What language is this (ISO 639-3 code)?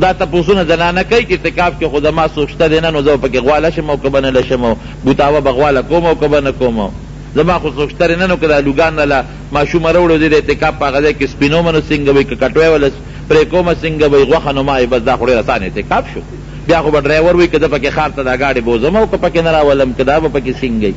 pus